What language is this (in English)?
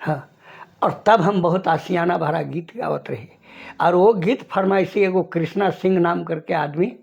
Sadri